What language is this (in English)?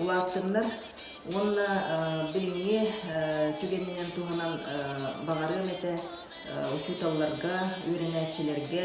Yakut